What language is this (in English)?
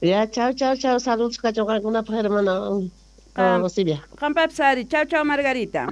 South Bolivian Quechua